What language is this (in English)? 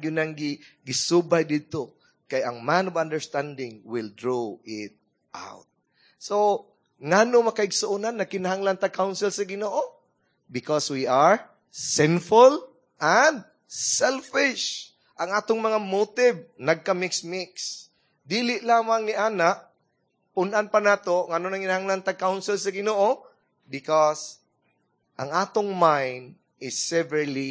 Cebuano